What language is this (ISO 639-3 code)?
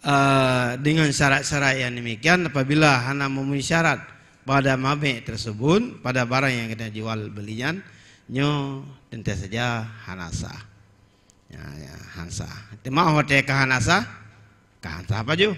ace